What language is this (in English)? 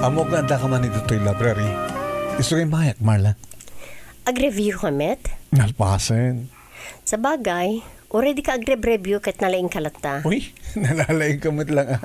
Iloko